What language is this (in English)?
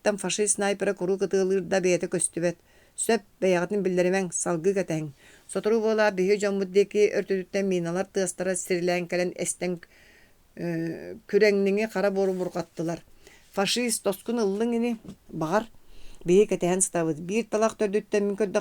Yakut